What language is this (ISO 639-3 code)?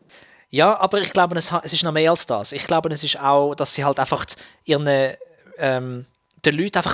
gsw